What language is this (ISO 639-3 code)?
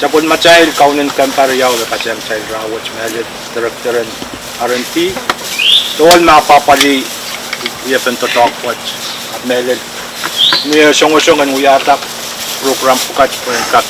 pon